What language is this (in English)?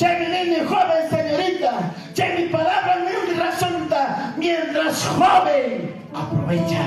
Ayacucho Quechua